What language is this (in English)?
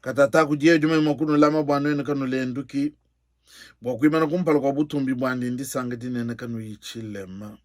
Luba-Lulua